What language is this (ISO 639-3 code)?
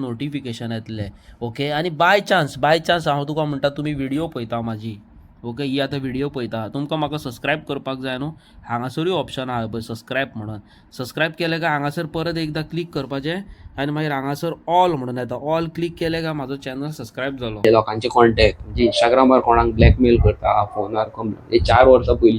kok